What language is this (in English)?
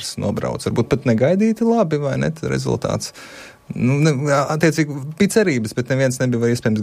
Latvian